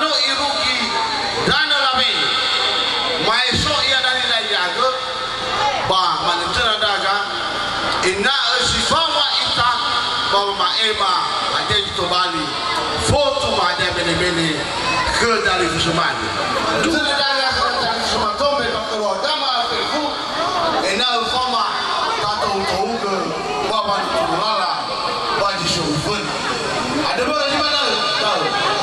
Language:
Nias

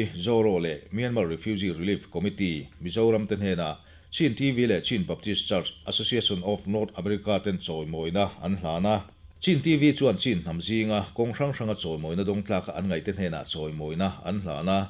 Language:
Mizo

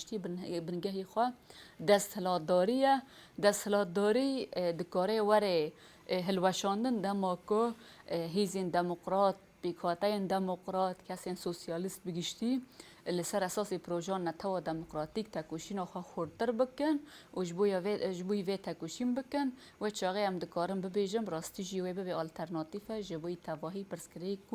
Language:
Kurdish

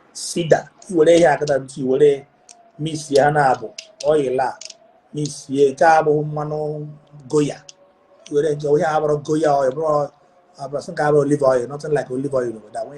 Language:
Igbo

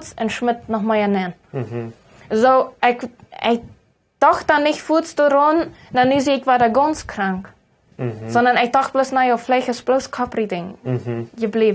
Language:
Plautdietsch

